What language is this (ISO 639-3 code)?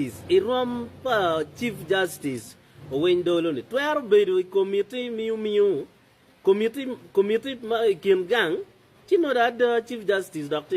ach